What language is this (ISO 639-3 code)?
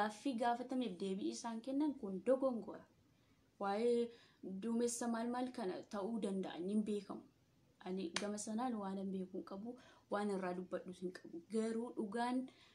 orm